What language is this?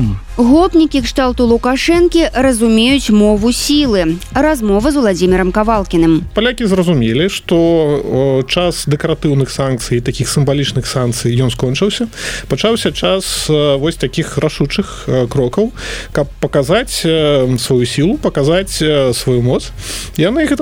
Belarusian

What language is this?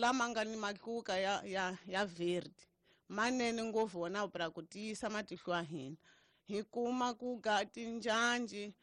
Tsonga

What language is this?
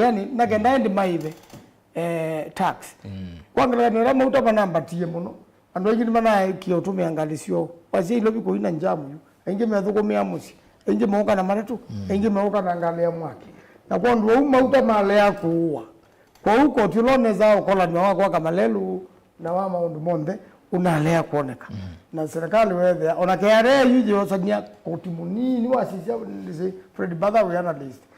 Kamba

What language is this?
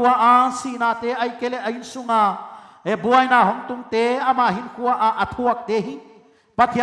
Paite Chin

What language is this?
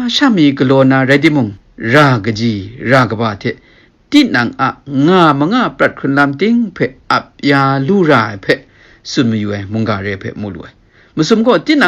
Kachin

